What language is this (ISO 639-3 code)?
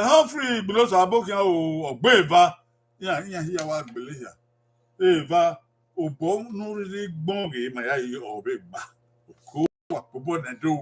bin